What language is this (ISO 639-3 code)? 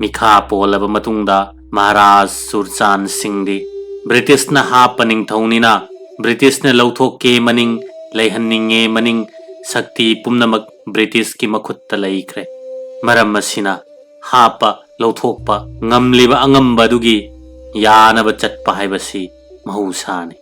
mni